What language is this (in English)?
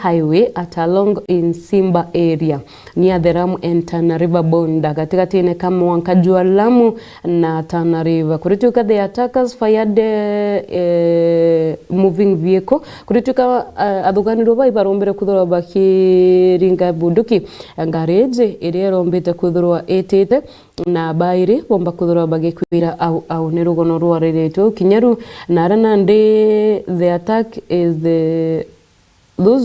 Meru